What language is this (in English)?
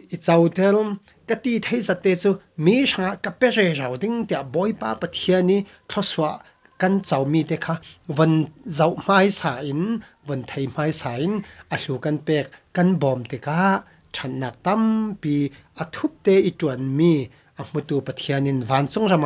Falam Chin